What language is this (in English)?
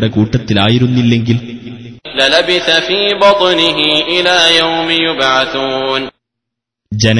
Malayalam